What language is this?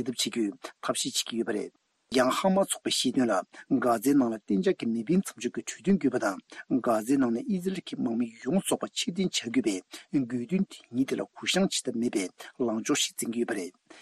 Tibetan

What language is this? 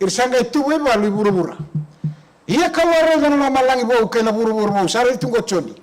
Fijian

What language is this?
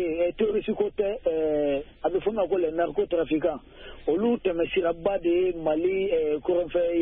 Bambara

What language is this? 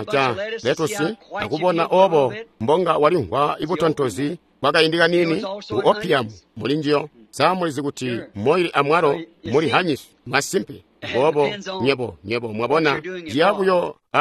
Tonga (Zambia)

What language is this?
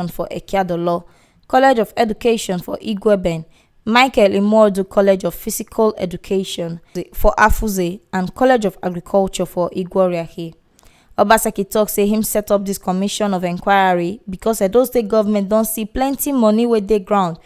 Nigerian Pidgin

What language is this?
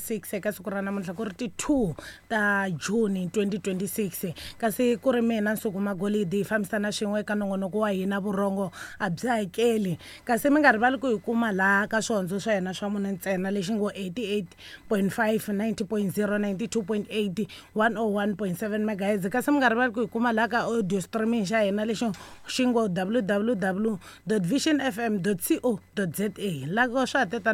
Tsonga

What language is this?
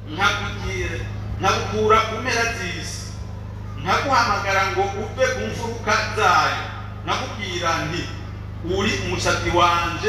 Rundi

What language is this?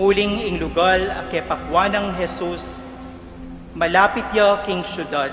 Pampanga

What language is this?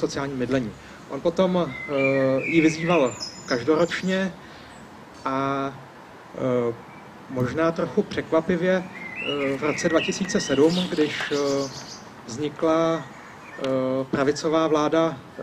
Czech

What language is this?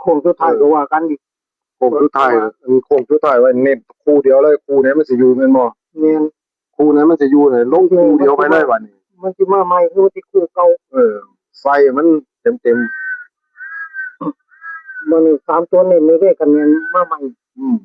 Northeastern Thai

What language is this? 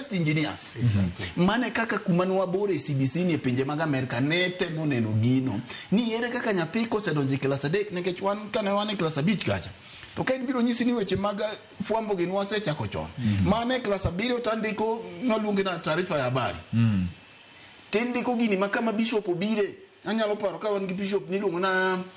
Luo (Kenya and Tanzania)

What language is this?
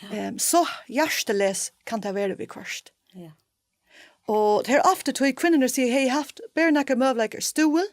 Faroese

